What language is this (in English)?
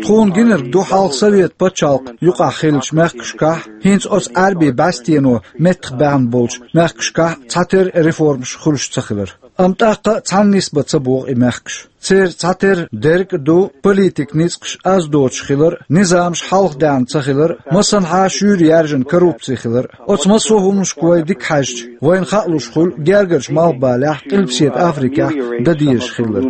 Chechen